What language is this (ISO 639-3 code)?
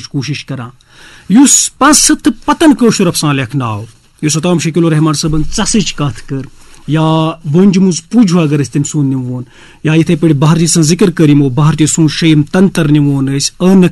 kas